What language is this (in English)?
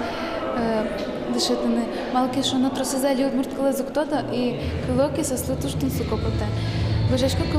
Udmurt